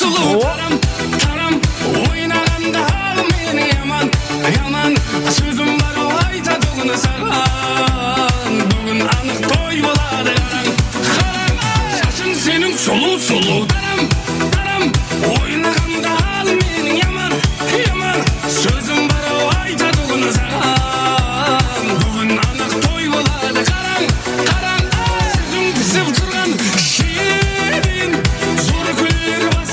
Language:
Kara-Kalpak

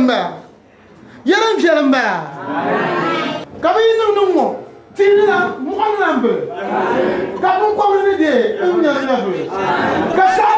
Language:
Dagbani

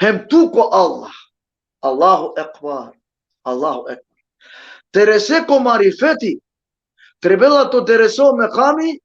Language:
Balkan Romani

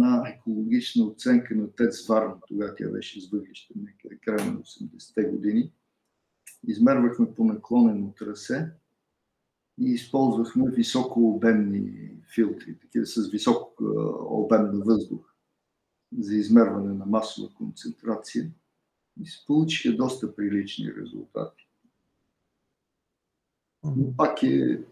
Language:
Bulgarian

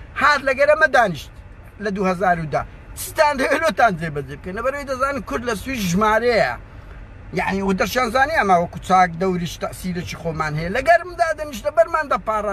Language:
Central Kurdish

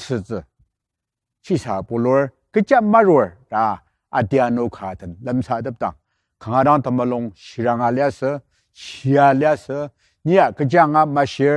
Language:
Ao Naga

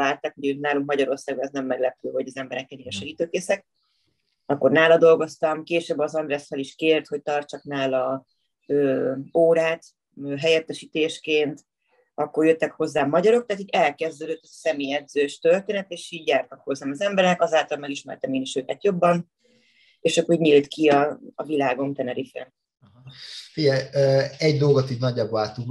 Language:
Hungarian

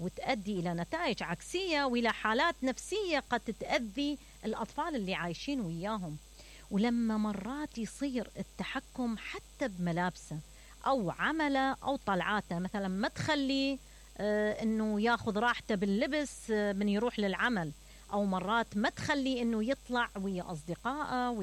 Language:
Mesopotamian Arabic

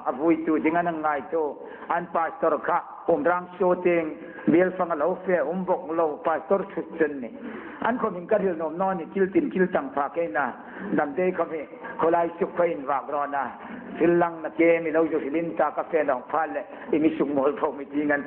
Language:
Hmar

